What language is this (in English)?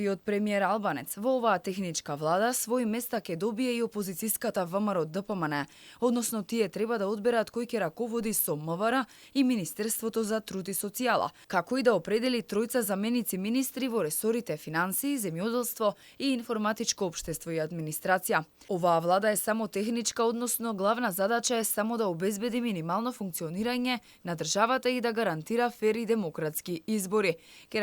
Macedonian